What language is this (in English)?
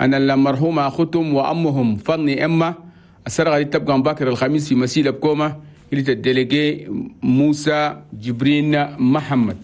Chadian Arabic